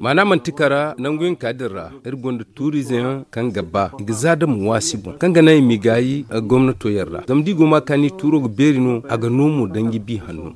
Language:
Zarma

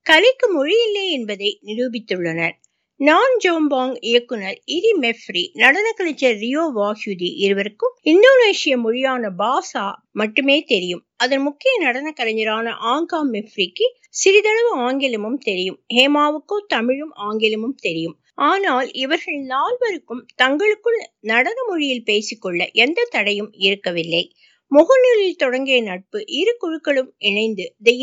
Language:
Tamil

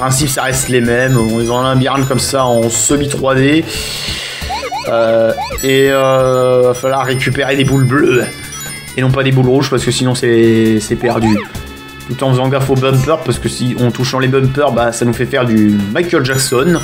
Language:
French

